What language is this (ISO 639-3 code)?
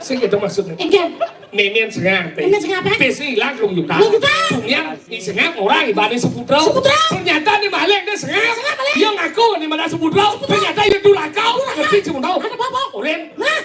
ban